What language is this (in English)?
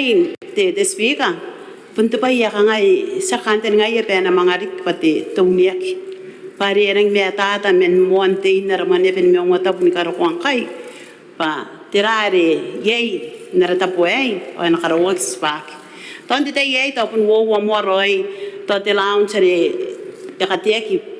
Gilbertese